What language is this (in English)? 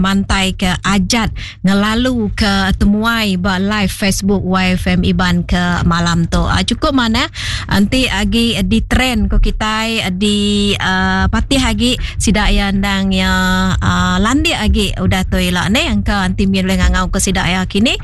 Iban